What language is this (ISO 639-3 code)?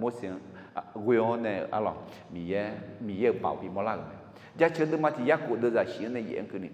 ahk